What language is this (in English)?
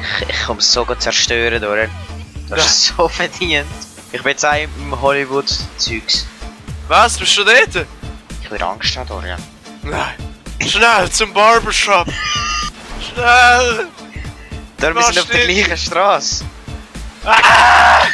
Swiss German